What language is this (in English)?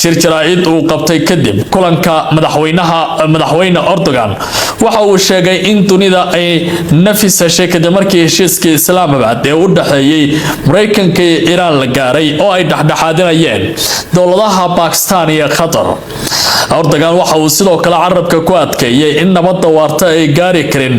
Somali